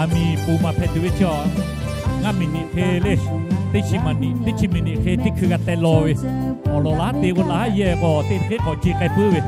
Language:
Lahu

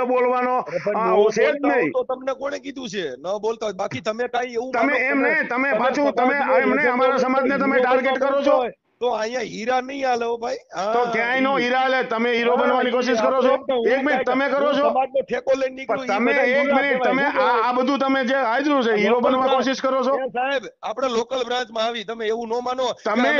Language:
Gujarati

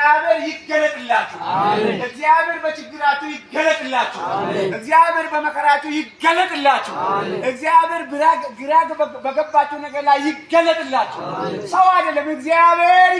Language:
Amharic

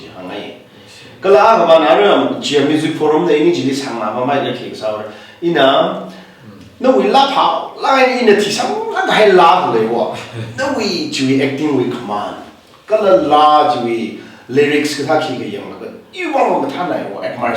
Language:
Tangkhul Naga (India)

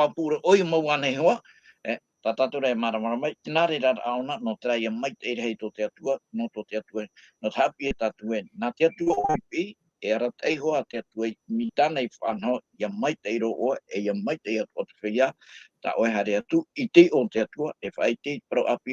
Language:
Tahitian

